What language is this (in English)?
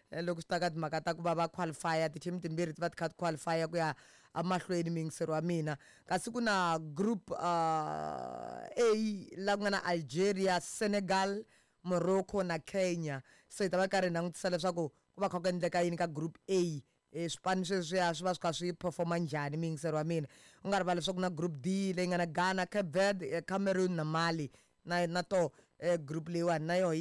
Tsonga